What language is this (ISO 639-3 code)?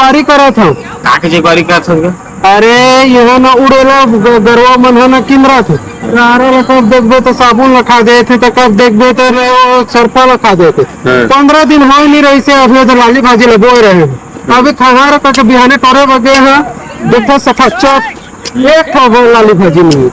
hne